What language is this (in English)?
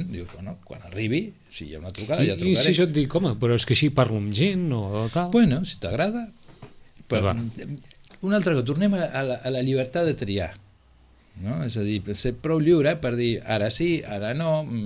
Catalan